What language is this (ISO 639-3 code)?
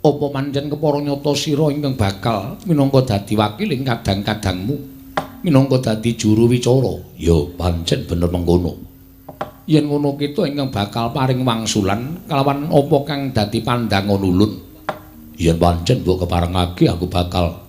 jav